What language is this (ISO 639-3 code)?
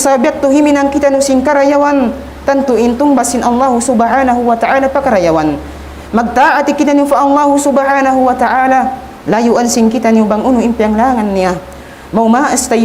tsg